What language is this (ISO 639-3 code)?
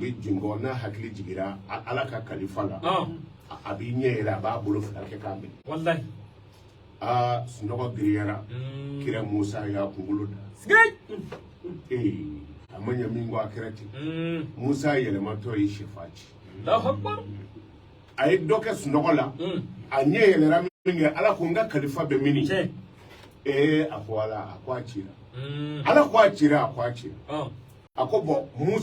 bam